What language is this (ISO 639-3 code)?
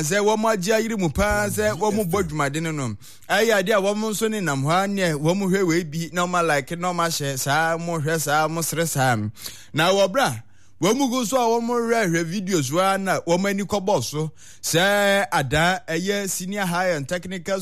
aka